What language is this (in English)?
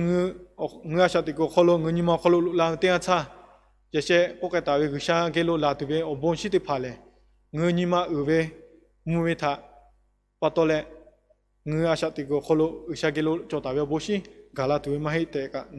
Lahu